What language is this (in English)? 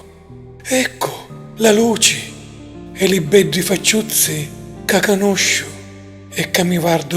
Sicilian